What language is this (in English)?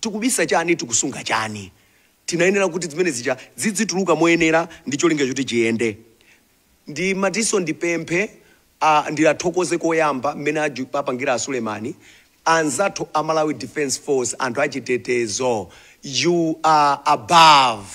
Nyanja